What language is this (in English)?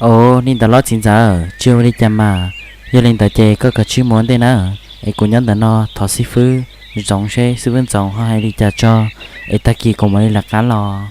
Hmong